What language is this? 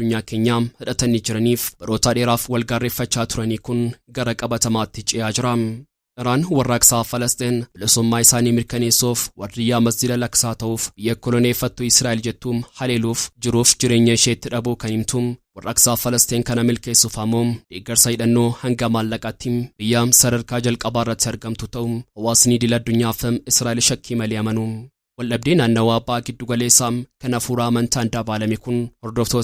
Oromo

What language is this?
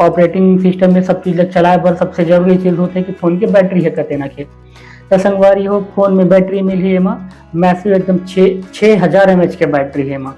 Chhattisgarhi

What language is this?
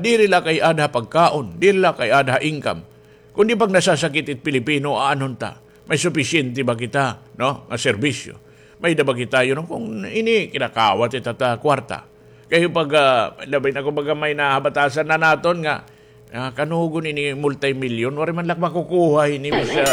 Waray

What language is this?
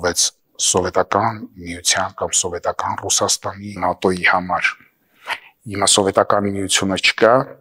Armenian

